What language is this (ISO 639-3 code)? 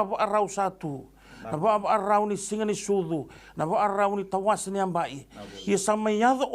fij